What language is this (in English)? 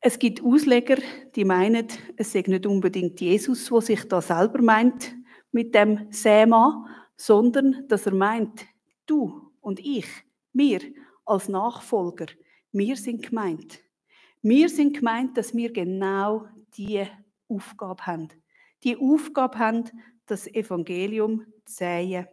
Swiss German